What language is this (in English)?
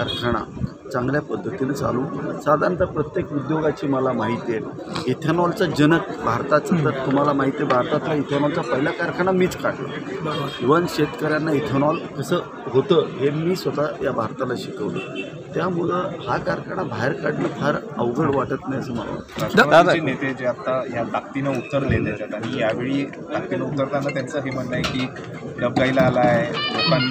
Marathi